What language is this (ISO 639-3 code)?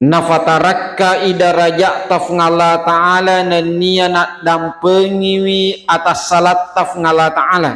bug